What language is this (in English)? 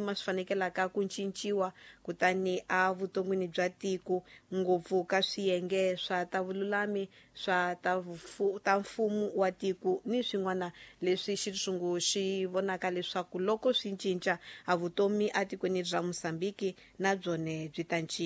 Tsonga